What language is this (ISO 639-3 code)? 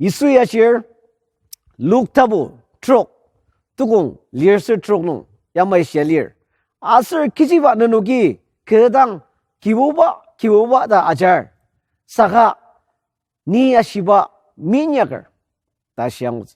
njo